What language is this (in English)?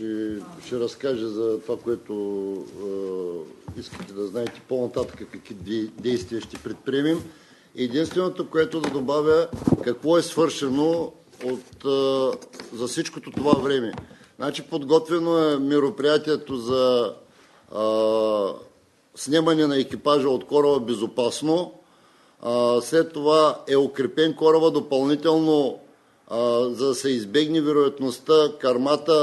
Bulgarian